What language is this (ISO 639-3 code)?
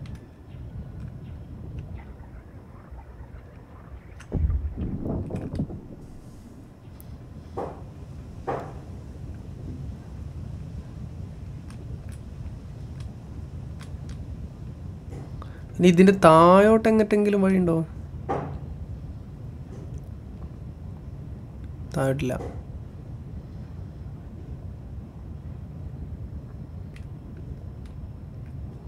mal